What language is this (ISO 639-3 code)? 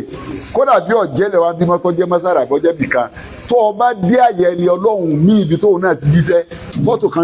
yor